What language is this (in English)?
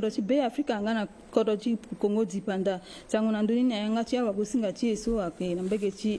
Sango